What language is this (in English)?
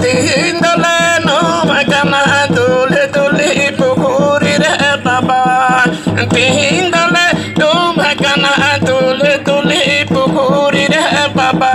Santali